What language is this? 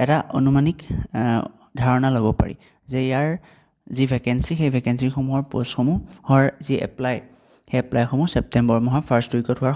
Assamese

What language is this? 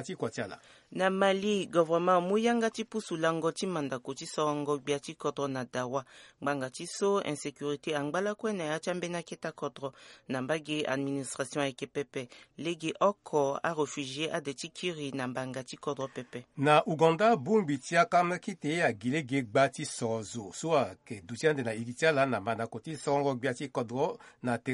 Sango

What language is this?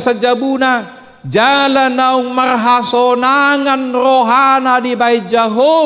Batak Toba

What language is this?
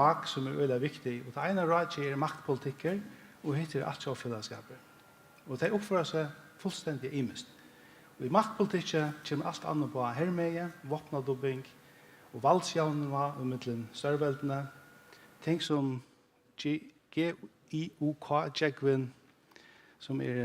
Faroese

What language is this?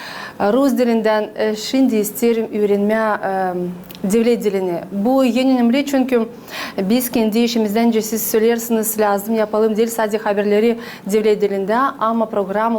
Gagauz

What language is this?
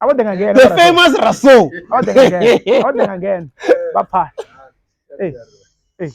Venda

